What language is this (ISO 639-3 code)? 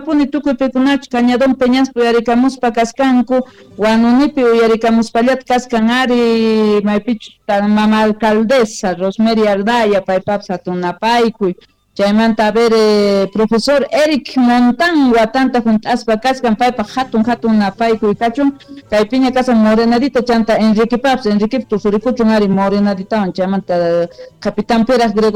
quh